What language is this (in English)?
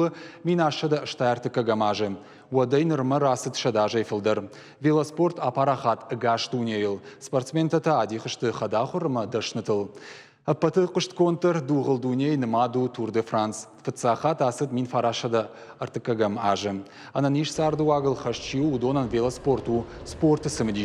Ossetic